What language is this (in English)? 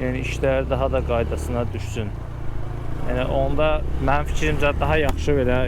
Azerbaijani